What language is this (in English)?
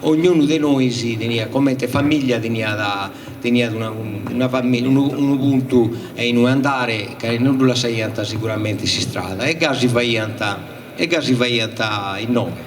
Sardinian